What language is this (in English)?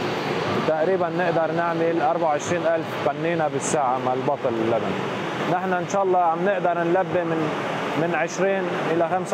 Mesopotamian Arabic